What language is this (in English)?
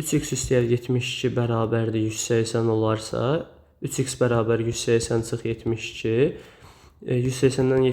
Azerbaijani